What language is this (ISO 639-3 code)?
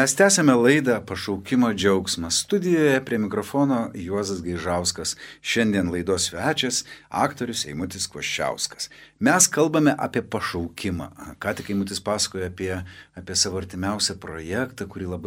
lit